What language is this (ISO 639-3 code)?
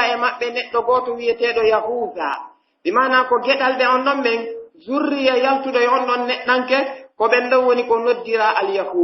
fuf